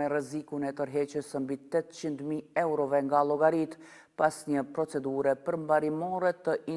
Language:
Albanian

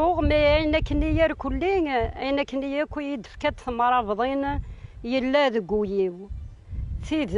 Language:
Kabyle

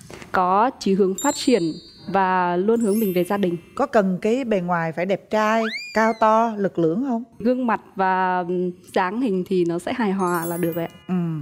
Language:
Vietnamese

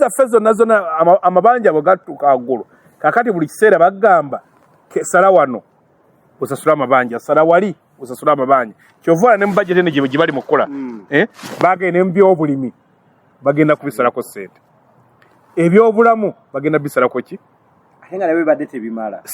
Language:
Ganda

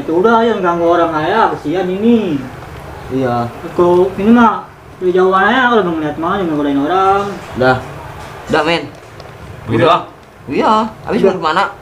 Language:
Betawi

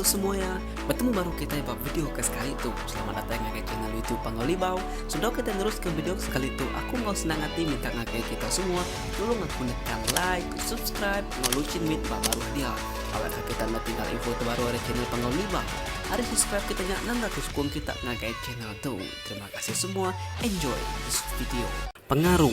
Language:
Iban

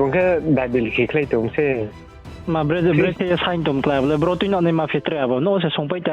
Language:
Riang (India)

